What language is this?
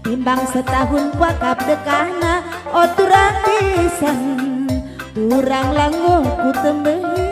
Batak Karo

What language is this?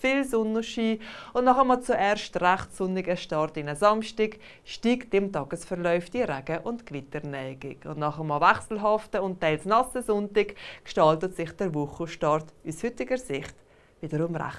Swiss German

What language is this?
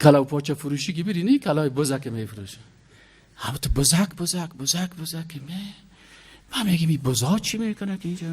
Persian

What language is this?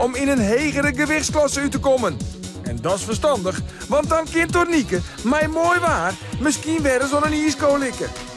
Western Frisian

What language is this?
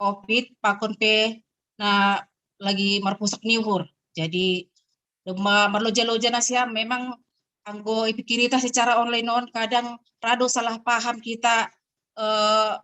Batak Simalungun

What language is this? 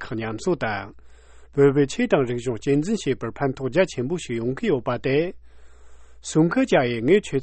Tibetan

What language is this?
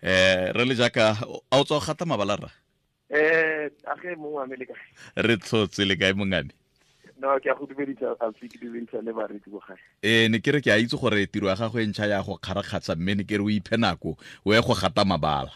Tswana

